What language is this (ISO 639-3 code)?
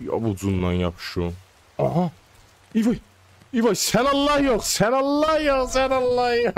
azb